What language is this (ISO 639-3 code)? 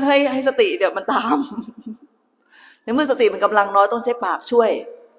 tha